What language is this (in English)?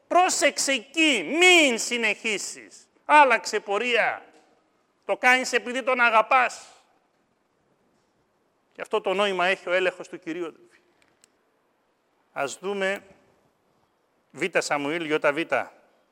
Greek